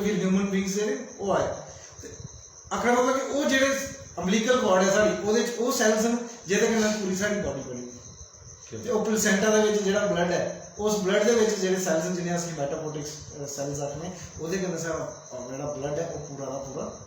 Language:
Dogri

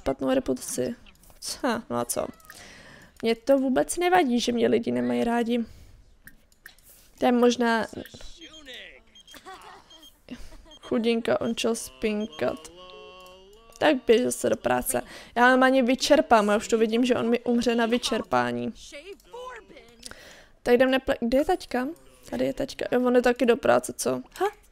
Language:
Czech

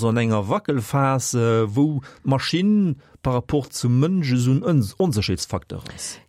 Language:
Luxembourgish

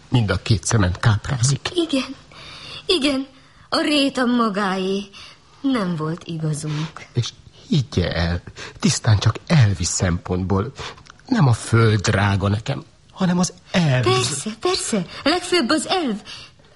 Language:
Hungarian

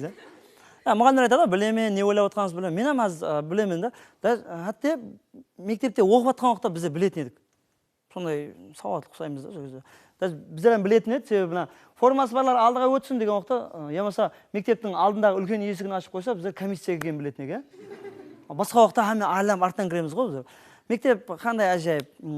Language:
Kara-Kalpak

